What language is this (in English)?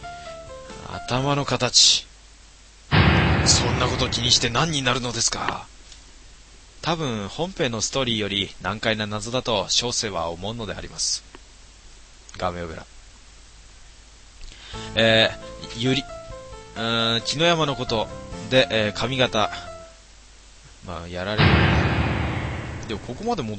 Japanese